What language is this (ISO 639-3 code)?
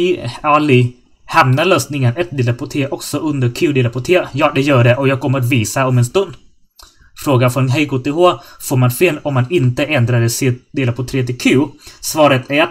swe